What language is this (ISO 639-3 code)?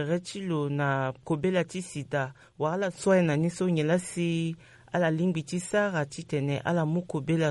sag